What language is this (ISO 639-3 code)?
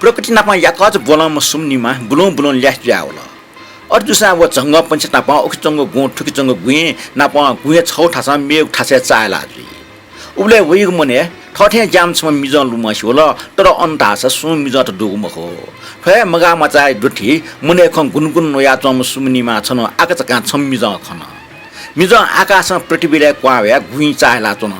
new